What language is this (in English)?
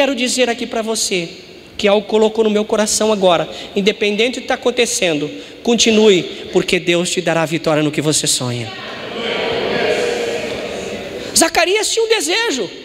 Portuguese